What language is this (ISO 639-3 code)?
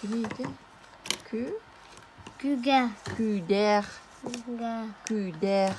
sah